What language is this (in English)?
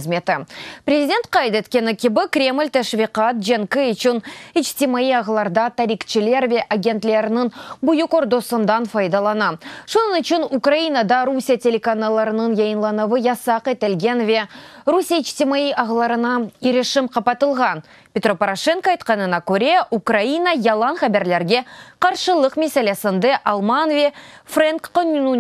Crimean Tatar